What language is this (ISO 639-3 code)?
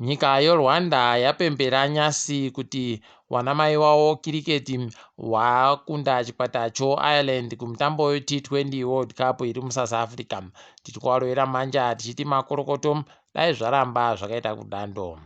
ndc